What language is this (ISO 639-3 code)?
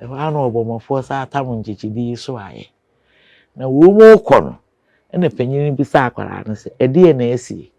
aka